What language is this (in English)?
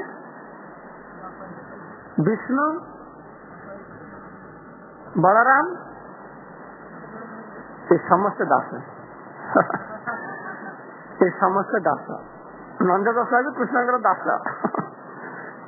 Odia